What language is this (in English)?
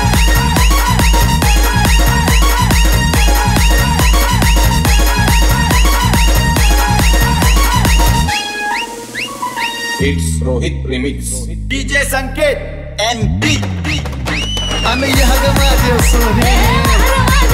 Marathi